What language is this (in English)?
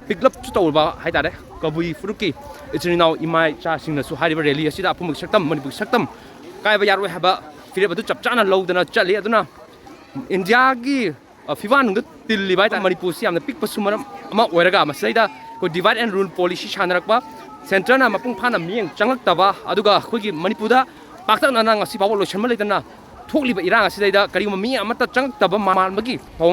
Manipuri